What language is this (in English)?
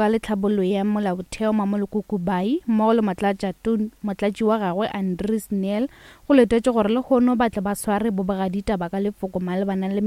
Northern Sotho